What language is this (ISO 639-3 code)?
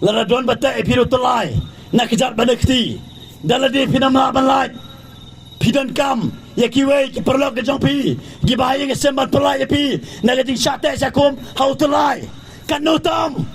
kha